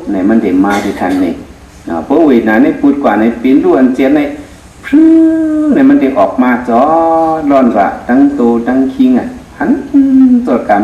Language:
Shan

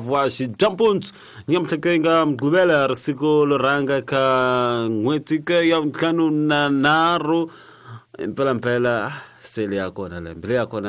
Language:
Tsonga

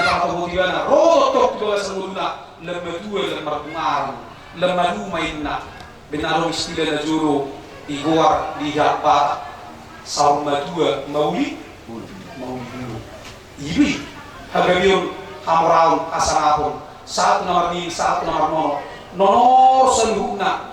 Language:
Batak Toba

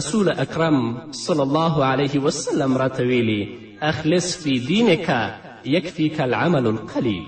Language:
Pashto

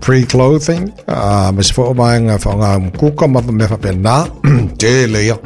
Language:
Samoan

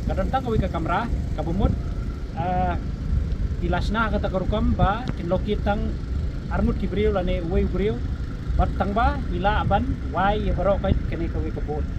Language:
Khasi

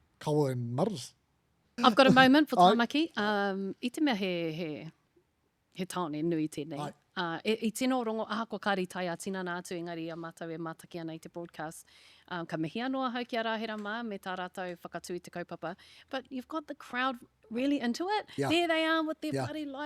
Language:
Māori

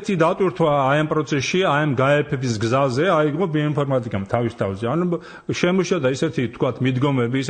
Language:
Georgian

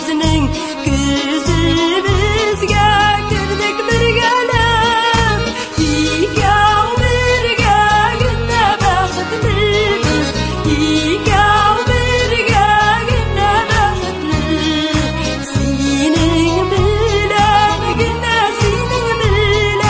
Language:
Tatar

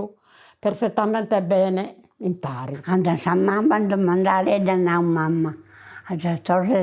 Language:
Sardinian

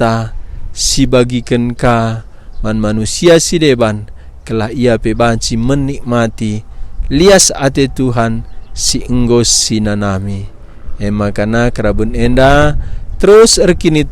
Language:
Batak Karo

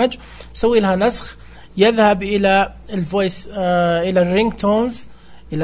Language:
Najdi Arabic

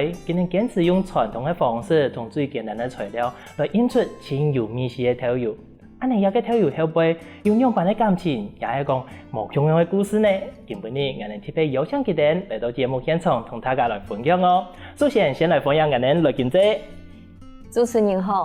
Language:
Hakka Chinese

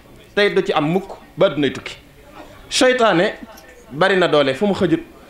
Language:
Wolof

